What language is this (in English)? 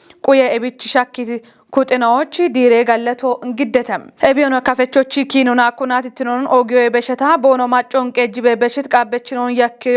Kafa